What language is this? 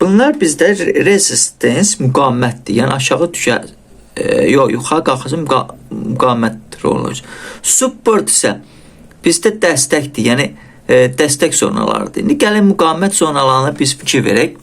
Azerbaijani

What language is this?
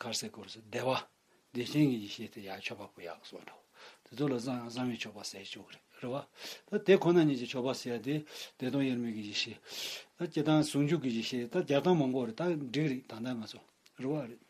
Tibetan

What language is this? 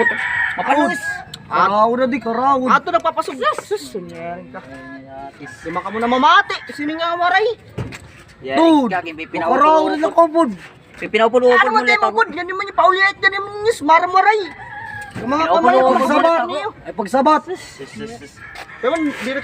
Waray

